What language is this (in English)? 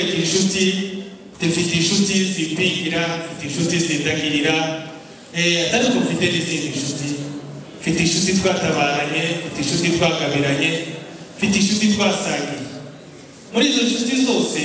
Kinyarwanda